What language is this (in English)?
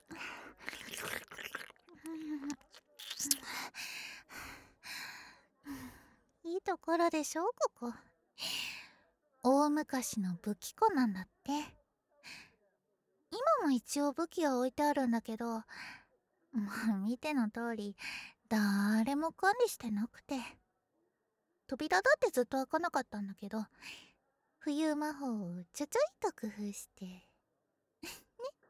Japanese